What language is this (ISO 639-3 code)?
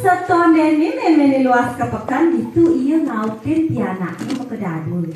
ban